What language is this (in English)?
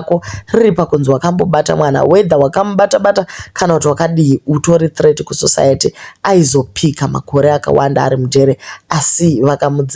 Shona